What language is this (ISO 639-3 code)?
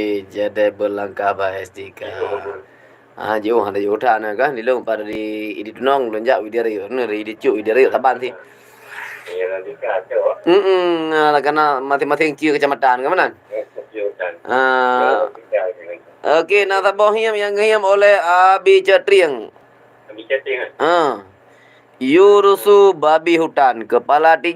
ace